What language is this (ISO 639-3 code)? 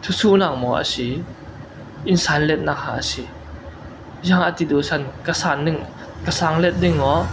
cfm